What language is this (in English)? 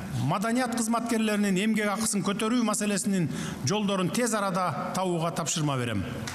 Kyrgyz